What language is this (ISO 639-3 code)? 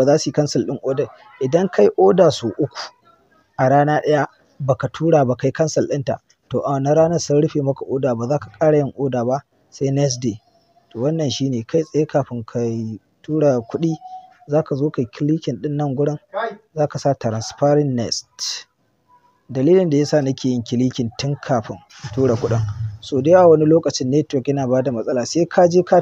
hau